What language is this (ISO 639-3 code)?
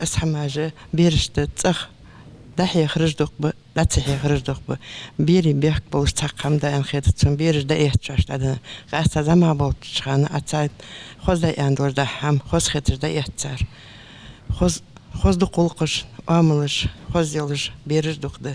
inh